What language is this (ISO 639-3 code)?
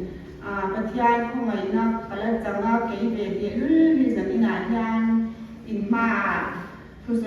lus